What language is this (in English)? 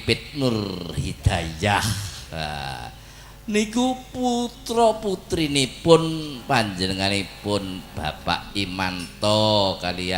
Javanese